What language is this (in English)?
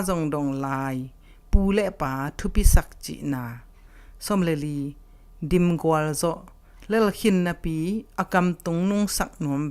Tedim Chin